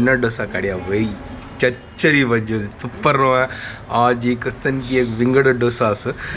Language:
Konkani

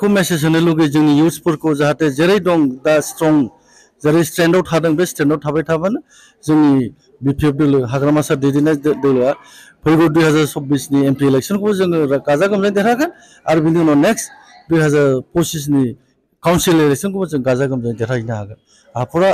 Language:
Bodo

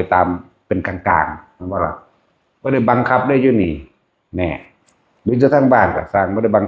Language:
Lao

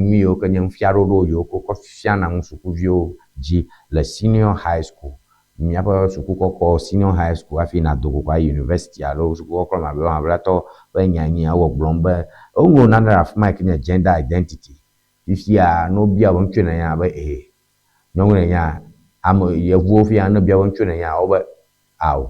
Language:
Ewe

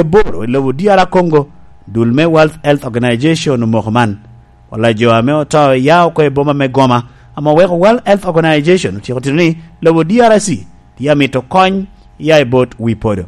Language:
Lango (Uganda)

